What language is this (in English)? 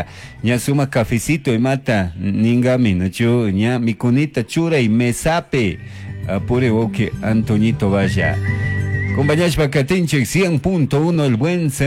Chimborazo Highland Quichua